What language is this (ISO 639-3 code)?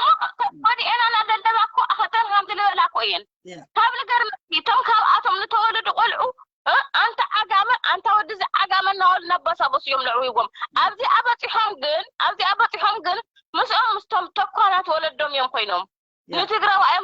tir